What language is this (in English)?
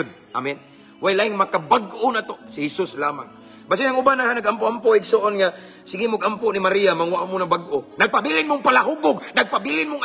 Cebuano